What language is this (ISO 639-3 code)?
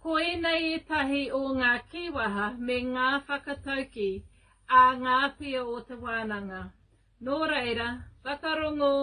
mri